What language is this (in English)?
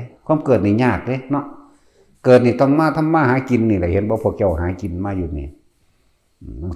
Northeastern Thai